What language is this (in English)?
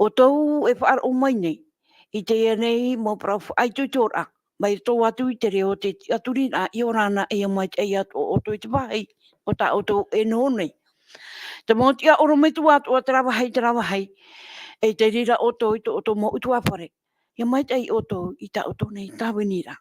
Tahitian